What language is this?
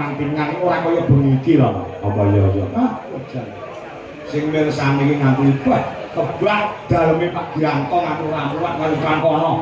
Javanese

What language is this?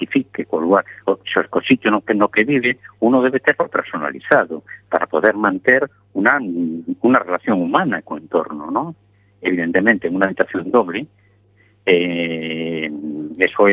Galician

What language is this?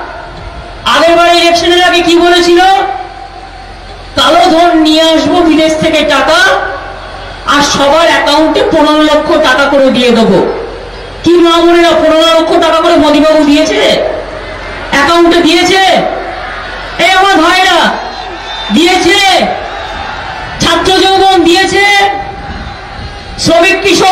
Bangla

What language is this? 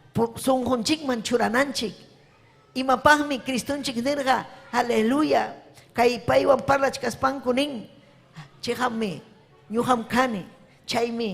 Ayacucho Quechua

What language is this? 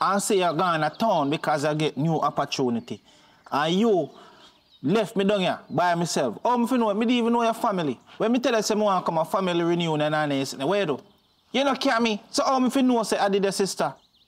Jamaican Creole English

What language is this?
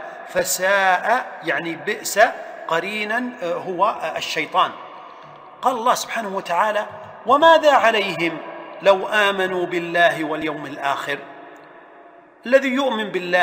Arabic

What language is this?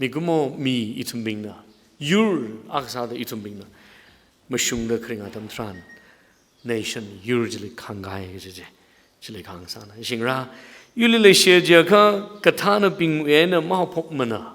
Tangkhul Naga (India)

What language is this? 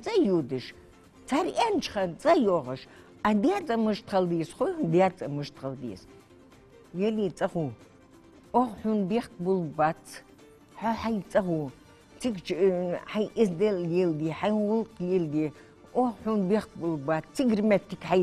Ingush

